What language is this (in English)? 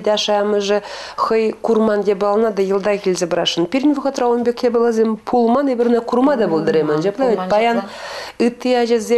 Chuvash